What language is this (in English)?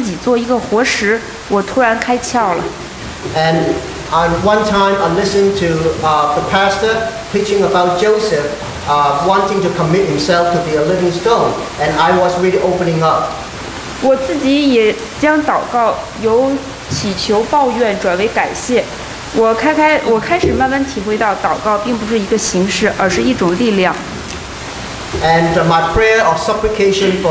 Chinese